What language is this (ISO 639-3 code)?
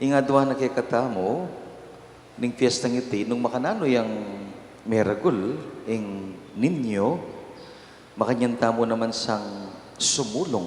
pam